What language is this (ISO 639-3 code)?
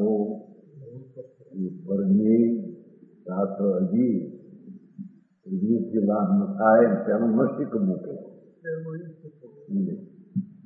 guj